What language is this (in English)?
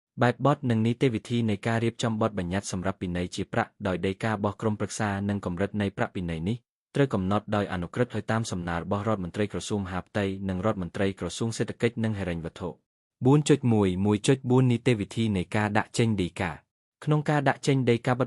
Khmer